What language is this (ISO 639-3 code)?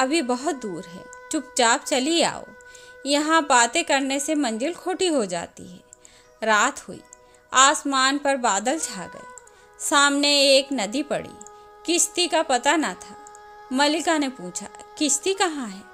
hin